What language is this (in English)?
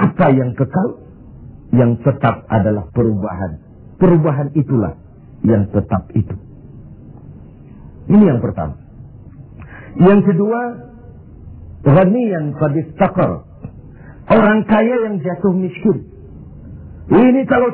Indonesian